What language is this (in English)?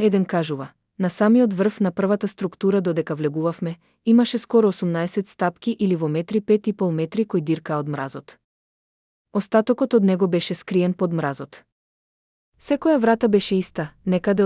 Macedonian